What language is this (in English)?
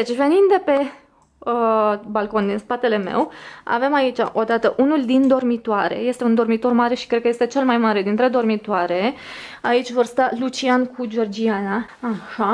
Romanian